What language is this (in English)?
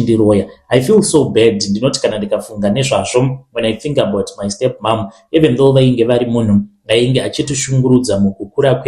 Shona